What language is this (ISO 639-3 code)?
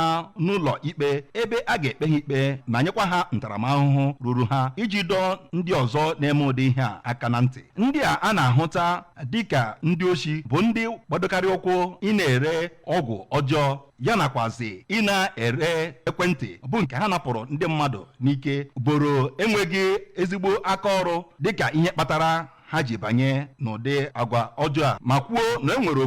ibo